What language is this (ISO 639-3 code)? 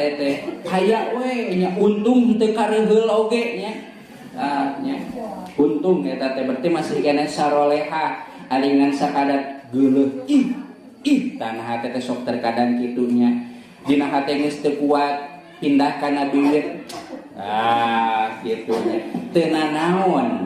sun